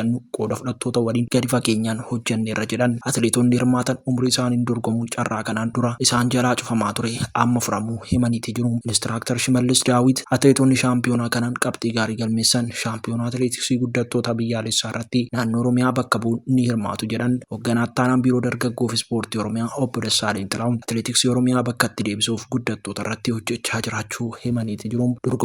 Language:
Oromo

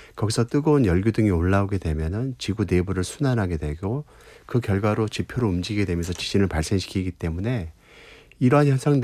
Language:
Korean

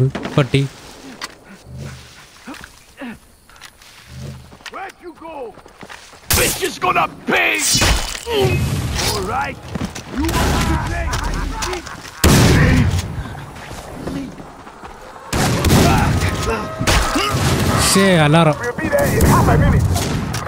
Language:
Malayalam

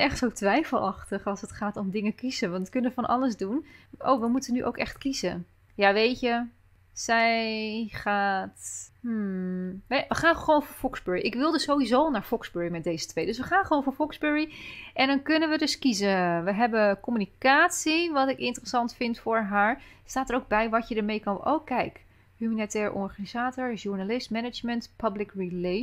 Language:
Dutch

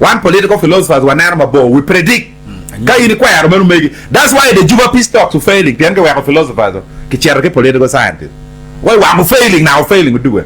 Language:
Acoli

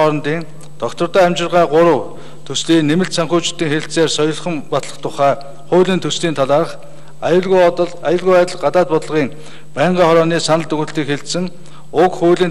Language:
Mongolian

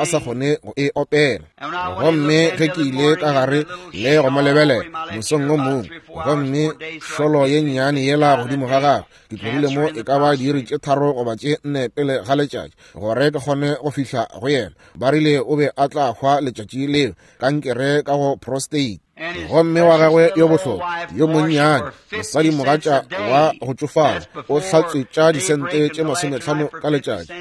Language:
Northern Sotho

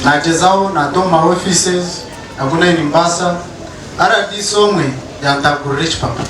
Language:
Nyankole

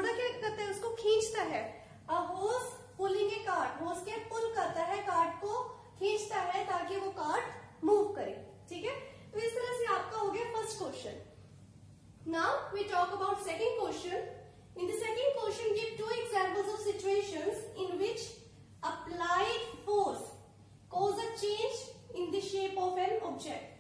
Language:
Hindi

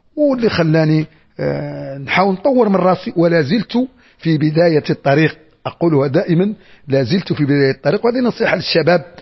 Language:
Moroccan Arabic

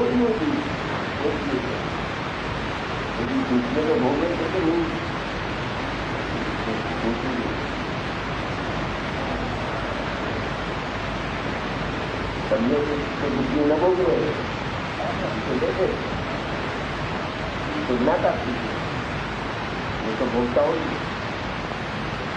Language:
Gujarati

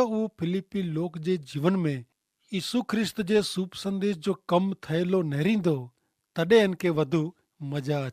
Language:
Kachhi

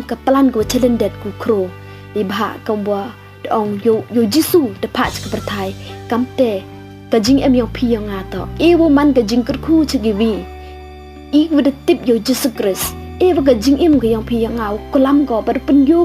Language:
Pnar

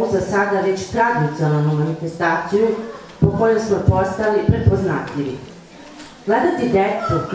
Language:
Serbian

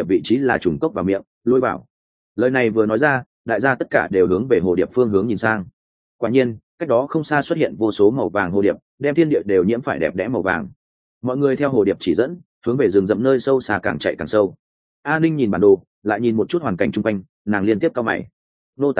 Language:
Vietnamese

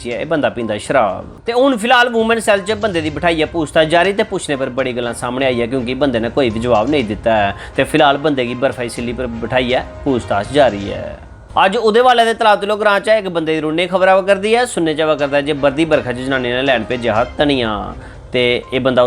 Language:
Dogri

